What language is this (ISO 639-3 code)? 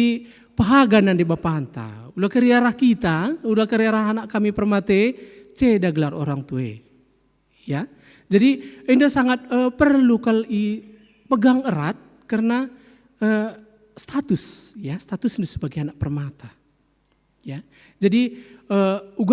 btx